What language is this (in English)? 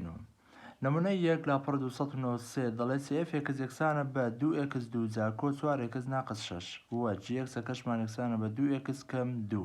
Central Kurdish